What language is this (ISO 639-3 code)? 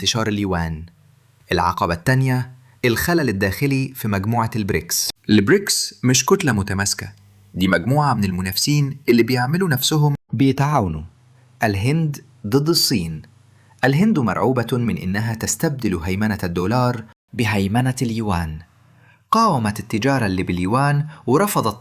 arz